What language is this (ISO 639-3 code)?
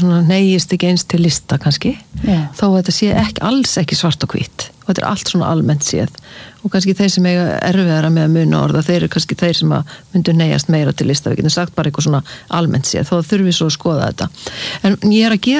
isl